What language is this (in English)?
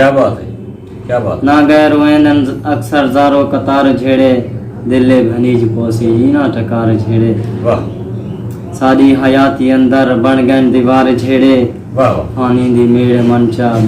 Saraiki